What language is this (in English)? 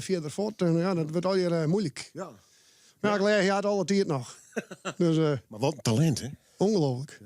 Western Frisian